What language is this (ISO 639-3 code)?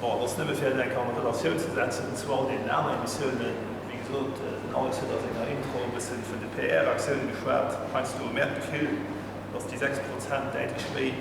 ltz